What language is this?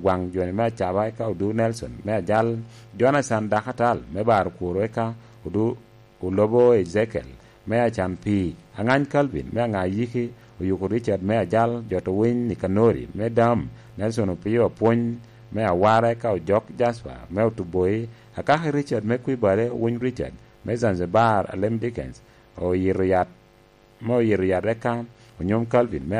Lango (Uganda)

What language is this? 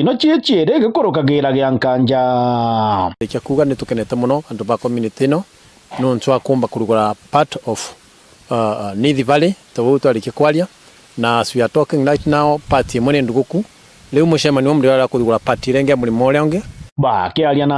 Meru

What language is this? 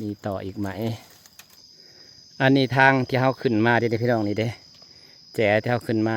Northeastern Thai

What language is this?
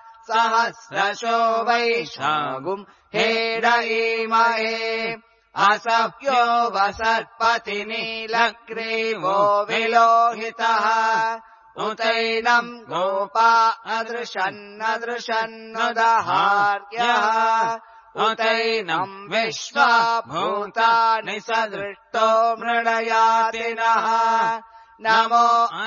Sanskrit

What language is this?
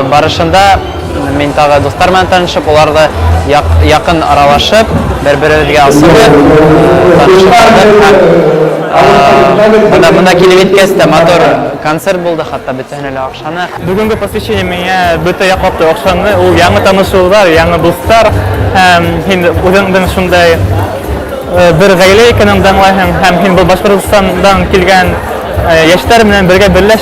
Bashkir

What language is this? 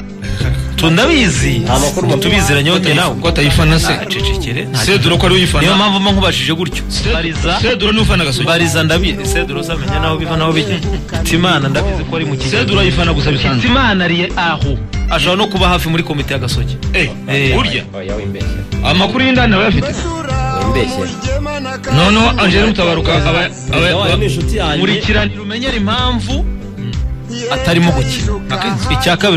Kinyarwanda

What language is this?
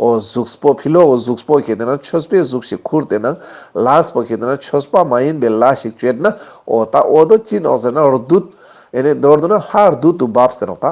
Ladakhi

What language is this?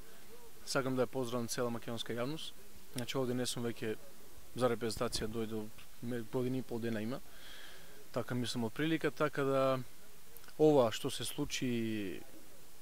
Macedonian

